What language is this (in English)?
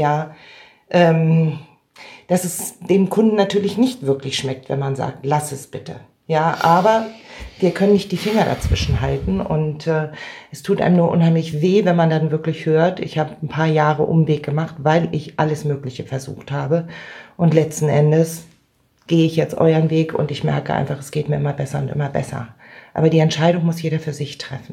German